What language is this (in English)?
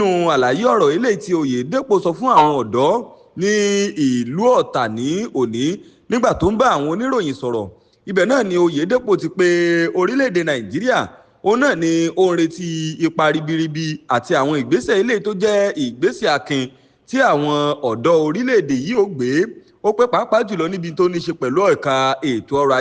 Yoruba